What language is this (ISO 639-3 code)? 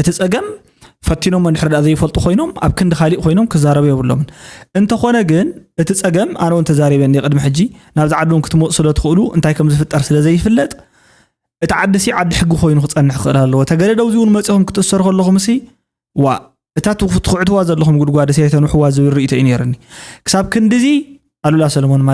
tir